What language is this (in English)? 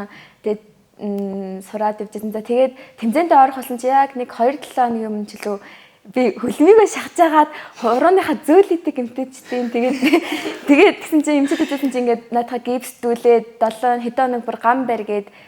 Mongolian